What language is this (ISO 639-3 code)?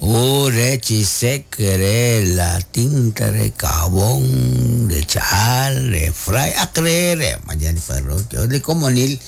kek